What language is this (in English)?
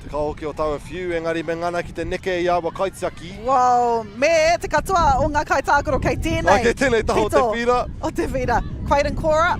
Māori